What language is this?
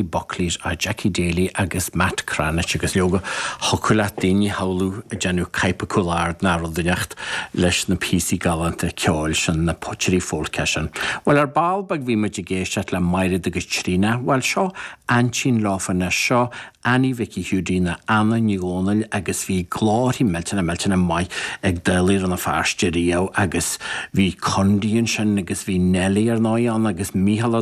Irish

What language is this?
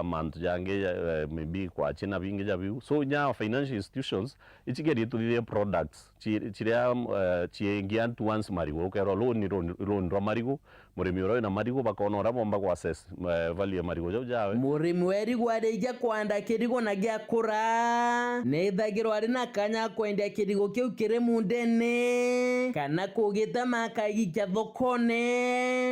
Meru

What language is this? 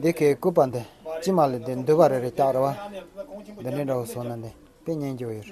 Tibetan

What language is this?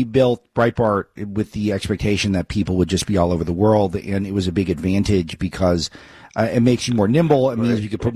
English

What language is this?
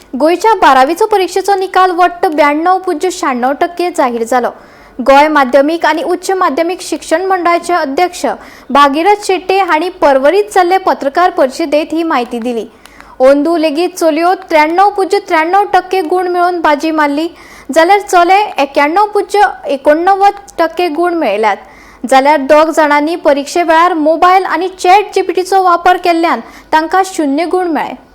Konkani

